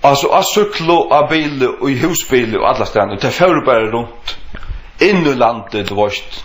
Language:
Faroese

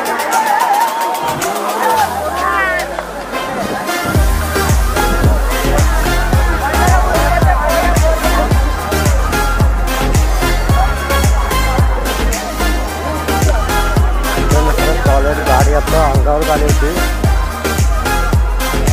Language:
Marathi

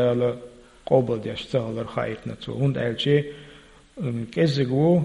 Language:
Chechen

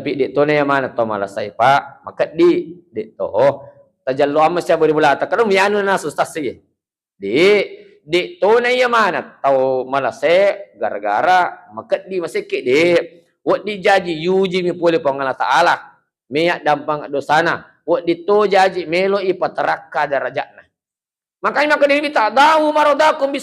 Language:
Buginese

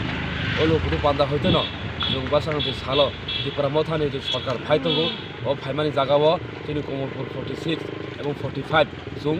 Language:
Kok Borok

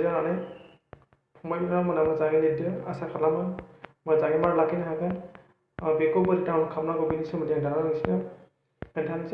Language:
Bodo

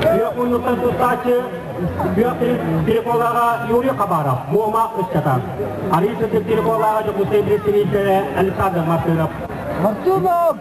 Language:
Yakut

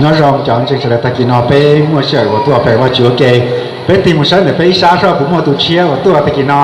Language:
Hmong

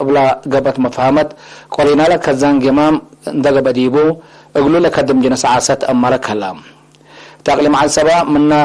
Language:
Tigre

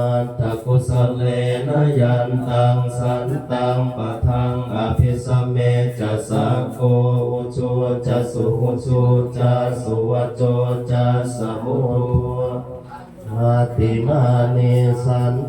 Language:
Pali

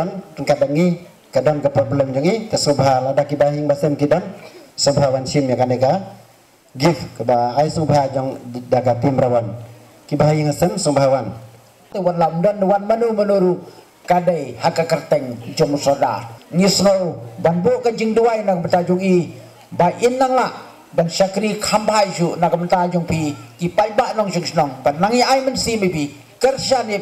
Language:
Khasi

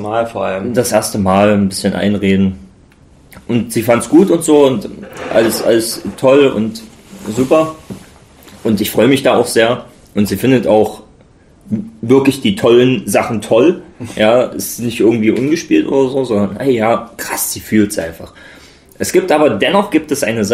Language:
German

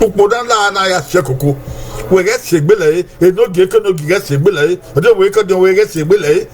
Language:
Bini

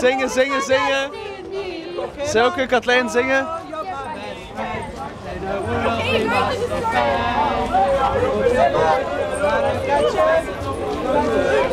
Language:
Dutch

